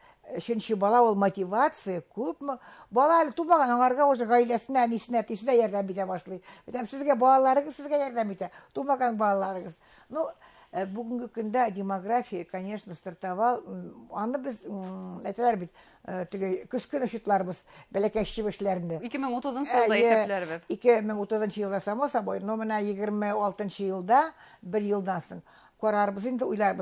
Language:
Bashkir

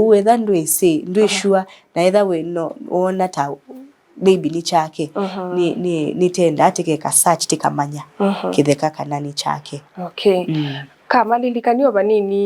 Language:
Kamba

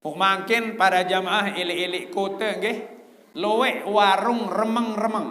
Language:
Sasak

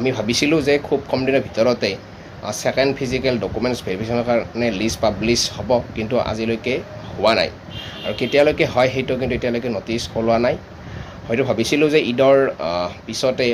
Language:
Assamese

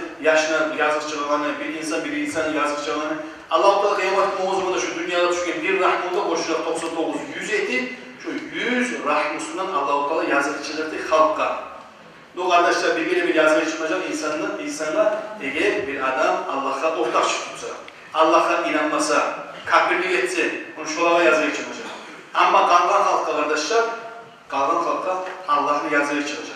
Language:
Kumyk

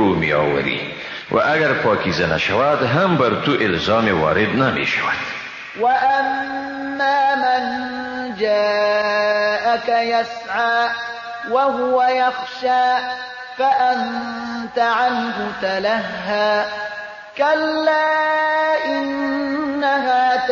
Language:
Persian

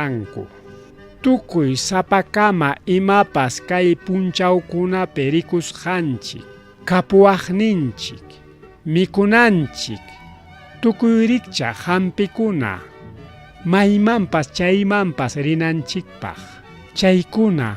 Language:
Ayacucho Quechua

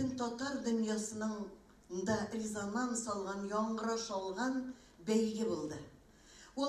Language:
Tatar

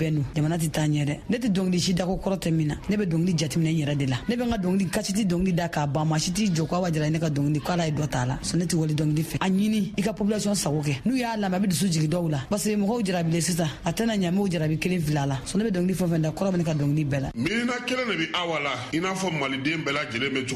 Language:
Bambara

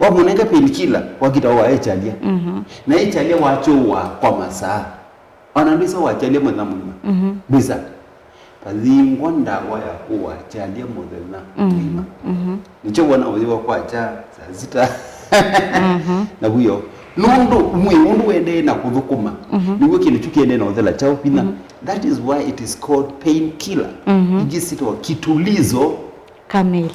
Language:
Kamba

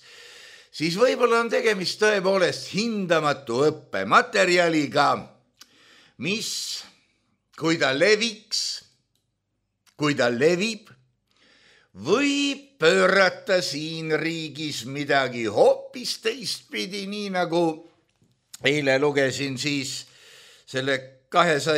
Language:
Estonian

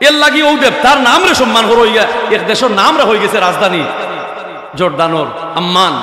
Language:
Sylheti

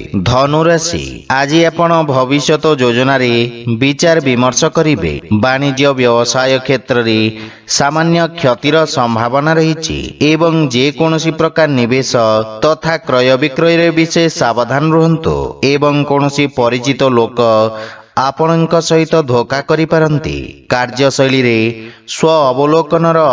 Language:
Odia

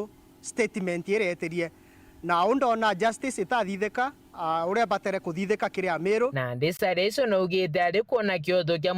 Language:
Meru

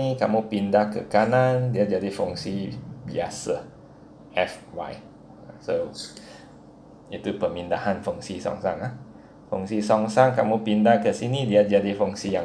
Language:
Malay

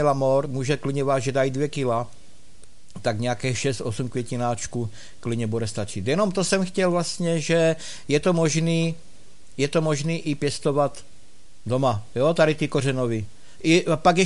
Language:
Czech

